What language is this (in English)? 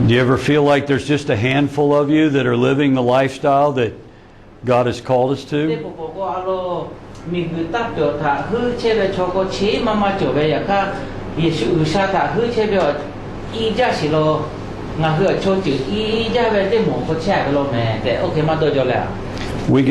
Lahu